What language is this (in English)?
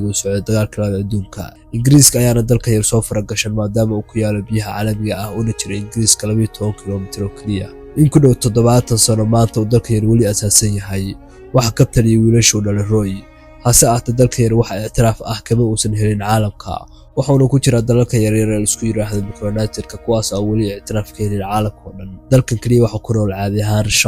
Somali